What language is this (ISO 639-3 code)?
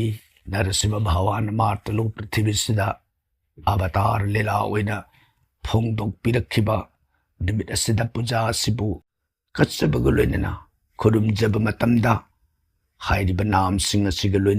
mni